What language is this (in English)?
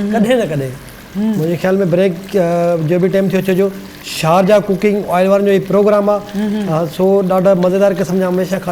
Sindhi